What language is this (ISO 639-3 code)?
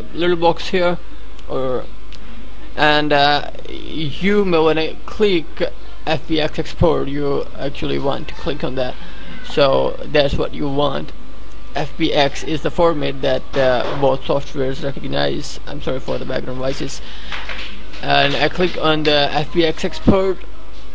eng